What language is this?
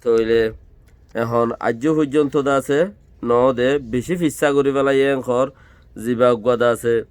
Rohingya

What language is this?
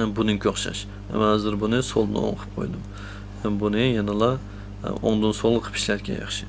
Uyghur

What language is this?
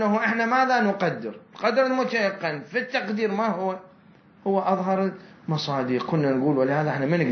Mesopotamian Arabic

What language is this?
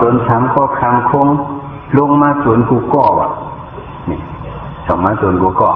Shan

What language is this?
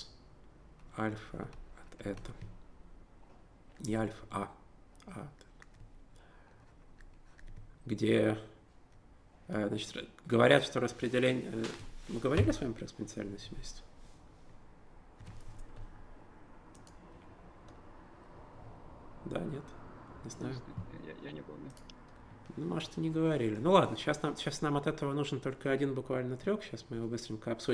Russian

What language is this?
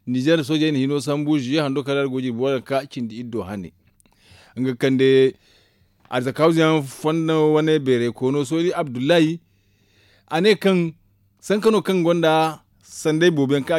Zarma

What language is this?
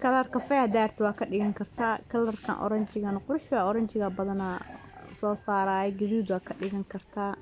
Somali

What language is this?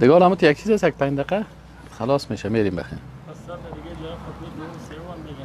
Persian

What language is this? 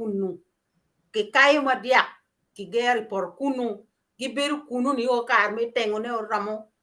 Acoli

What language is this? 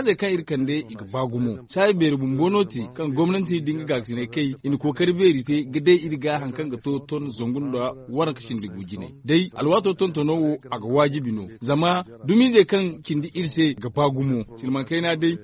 Zarma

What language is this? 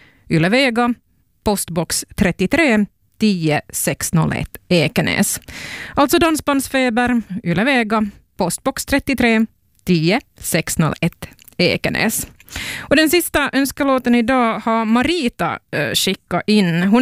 Swedish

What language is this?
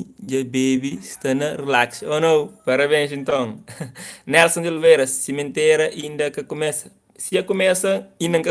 Kabuverdianu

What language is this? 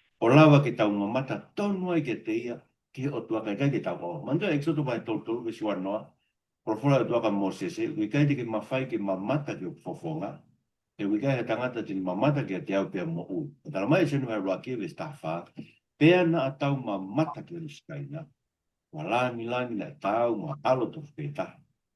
Tongan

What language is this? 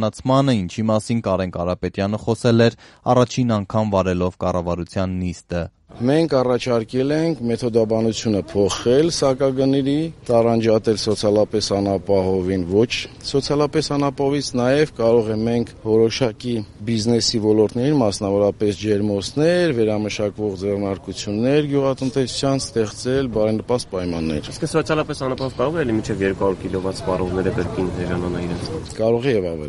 Armenian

